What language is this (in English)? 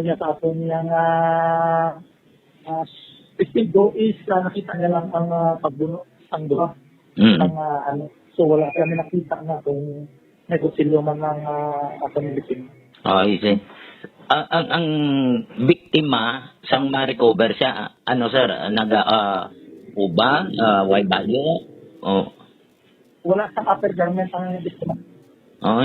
Hiligaynon